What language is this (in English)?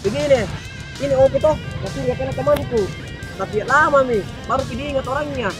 Makassar Malay